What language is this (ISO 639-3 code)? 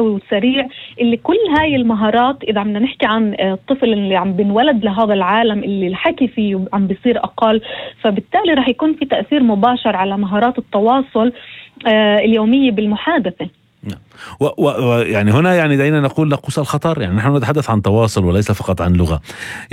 apc